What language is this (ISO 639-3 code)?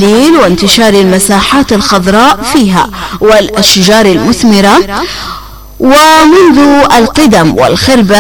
ara